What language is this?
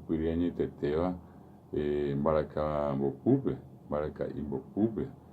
Guarani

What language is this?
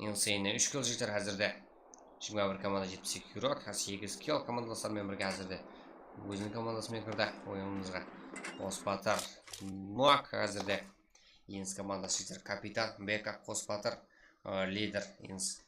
Kara-Kalpak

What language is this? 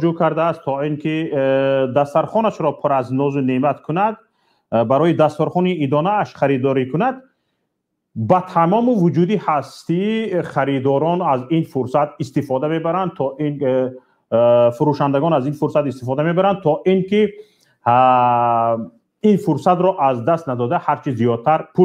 Tajik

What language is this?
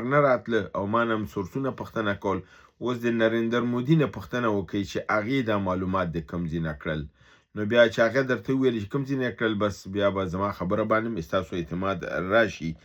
Pashto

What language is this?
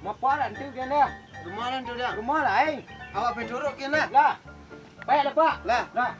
Minangkabau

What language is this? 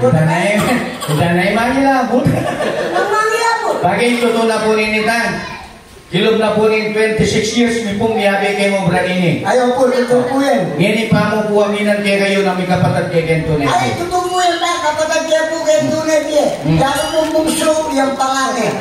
Pampanga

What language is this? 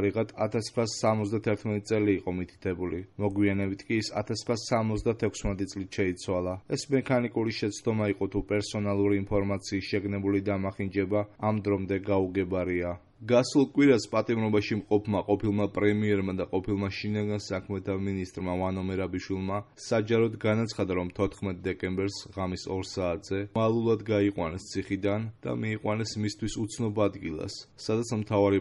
Georgian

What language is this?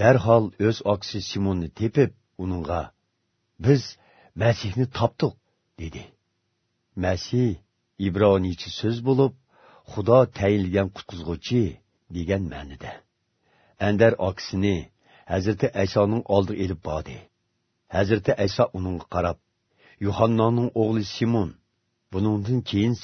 Uyghur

